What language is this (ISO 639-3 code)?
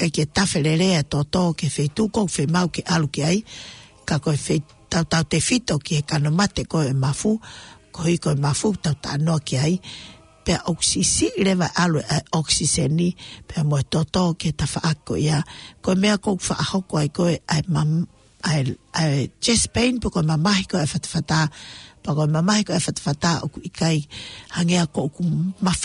ton